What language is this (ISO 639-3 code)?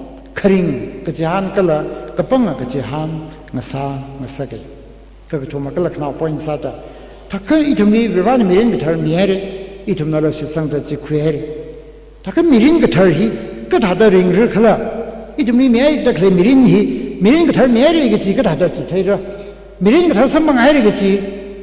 nmf